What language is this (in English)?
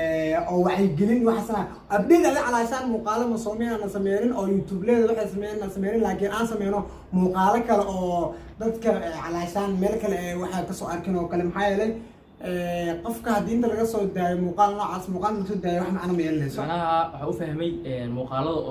Somali